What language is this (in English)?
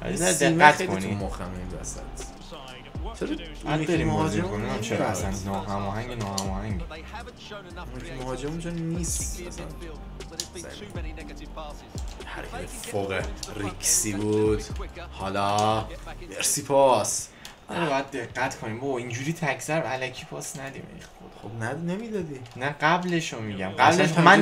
Persian